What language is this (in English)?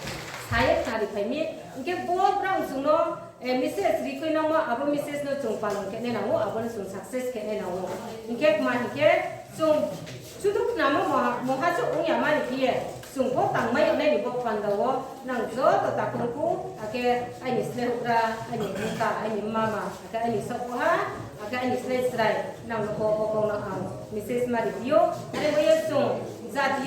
Riang (India)